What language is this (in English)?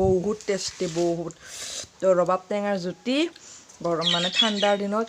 Assamese